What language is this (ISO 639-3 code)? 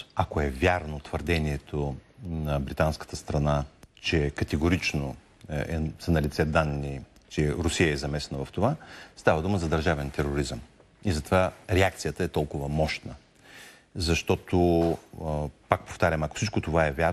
bul